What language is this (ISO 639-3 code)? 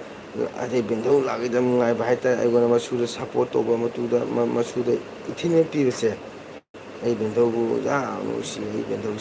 mni